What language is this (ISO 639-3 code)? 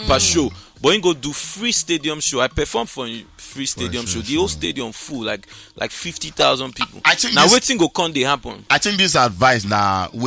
pcm